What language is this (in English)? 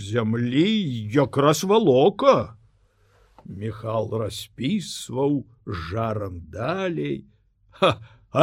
Belarusian